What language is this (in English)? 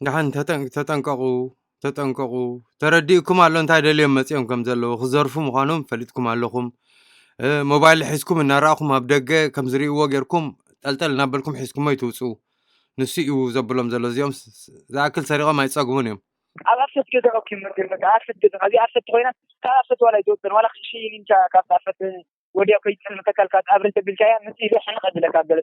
Tigrinya